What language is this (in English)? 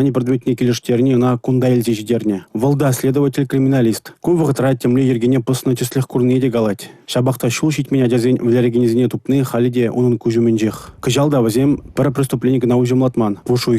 Chuvash